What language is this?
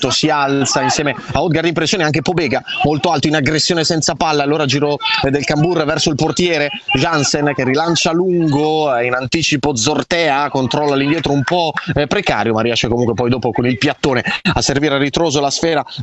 Italian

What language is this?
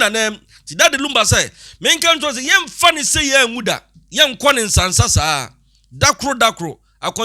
Akan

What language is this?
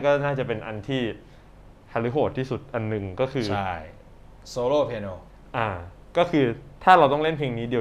Thai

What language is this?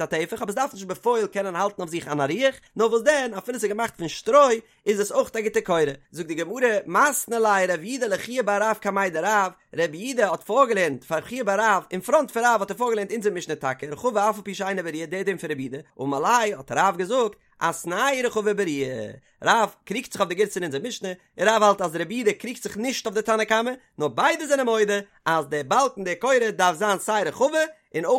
Yiddish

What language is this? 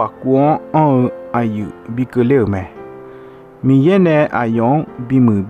Akha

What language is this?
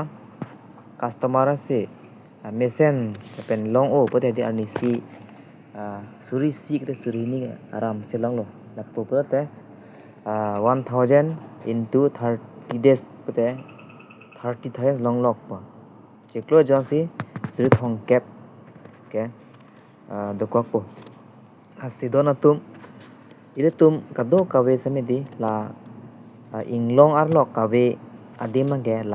Karbi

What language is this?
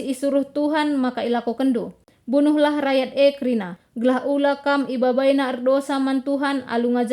Batak Karo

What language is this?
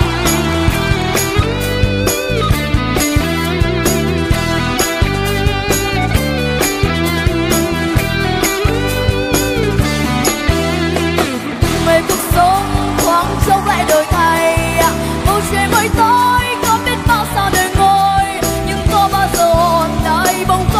Vietnamese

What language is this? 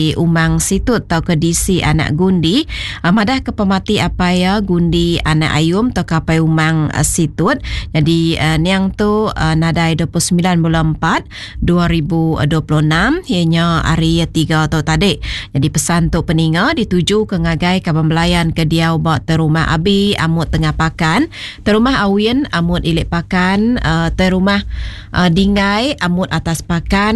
Iban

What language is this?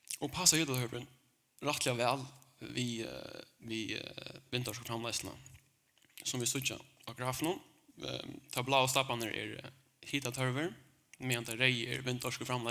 Faroese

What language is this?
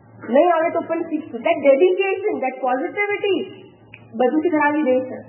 Gujarati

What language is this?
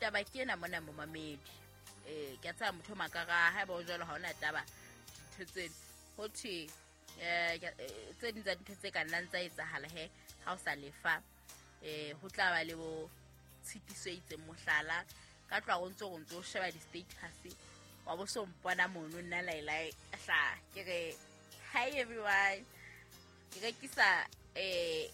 Southern Sotho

